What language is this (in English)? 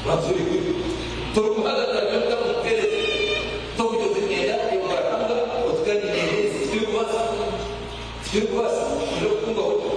Nyankole